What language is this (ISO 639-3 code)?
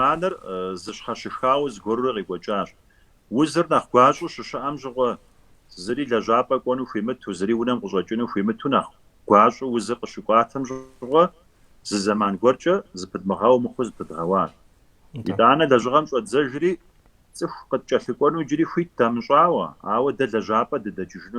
kbd